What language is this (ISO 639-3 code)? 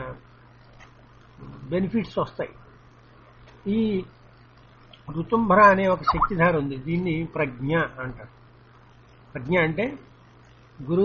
tel